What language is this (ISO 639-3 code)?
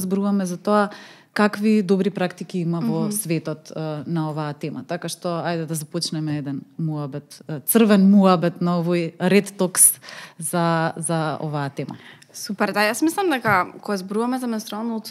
mkd